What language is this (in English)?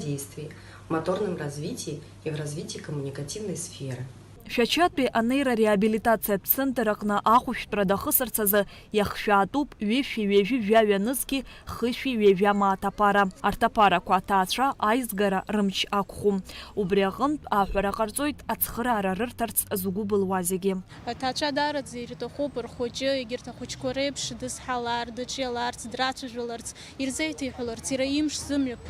Abkhazian